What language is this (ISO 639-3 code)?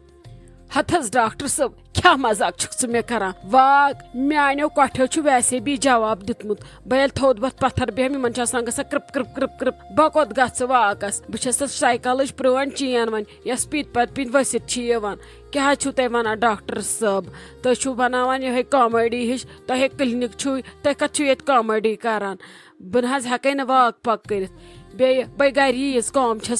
kas